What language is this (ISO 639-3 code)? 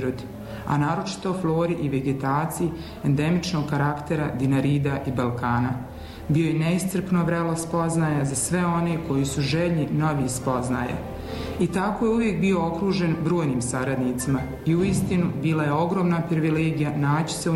bos